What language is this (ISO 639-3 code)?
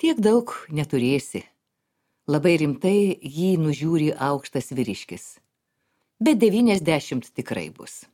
lit